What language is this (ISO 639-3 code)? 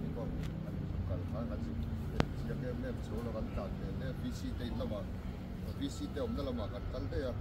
lus